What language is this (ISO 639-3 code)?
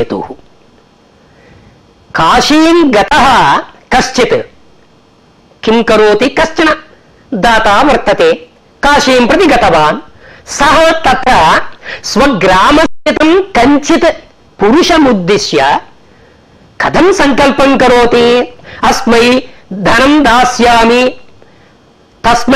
san